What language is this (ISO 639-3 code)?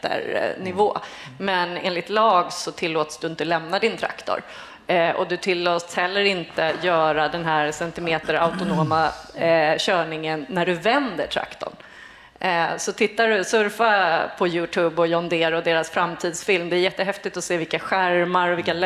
swe